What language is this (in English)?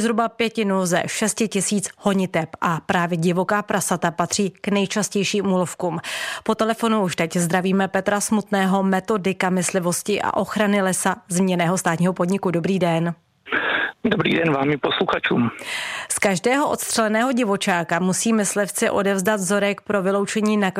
Czech